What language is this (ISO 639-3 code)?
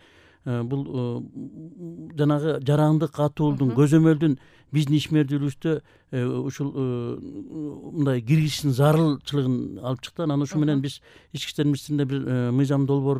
kir